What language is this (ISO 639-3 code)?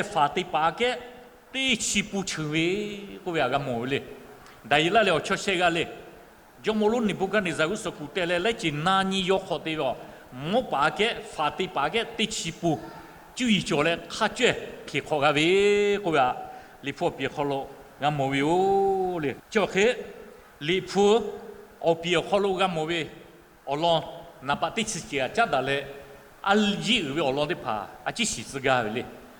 lhu